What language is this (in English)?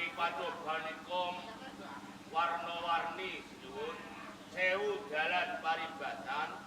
Javanese